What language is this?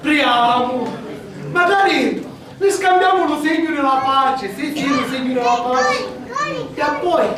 Sicilian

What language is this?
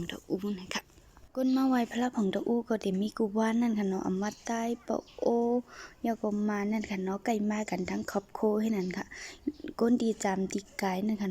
Shan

